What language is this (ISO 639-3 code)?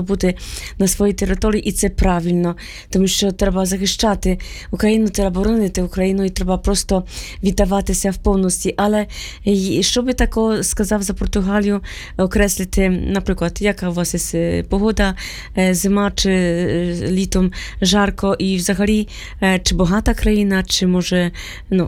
ukr